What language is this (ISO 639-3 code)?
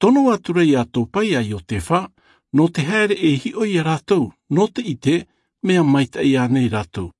tah